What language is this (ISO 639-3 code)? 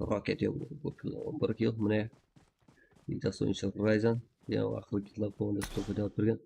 kaa